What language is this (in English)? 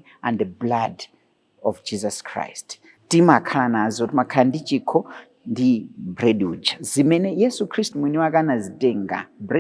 Nyanja